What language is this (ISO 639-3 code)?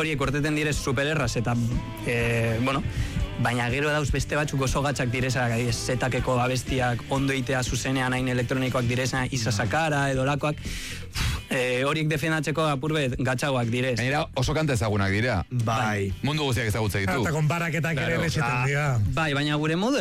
eus